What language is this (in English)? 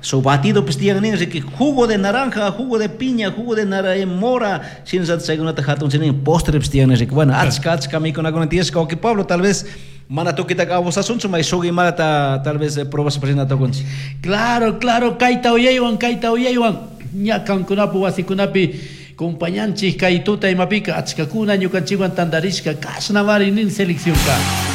Chimborazo Highland Quichua